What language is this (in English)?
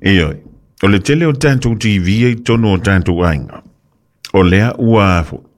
Samoan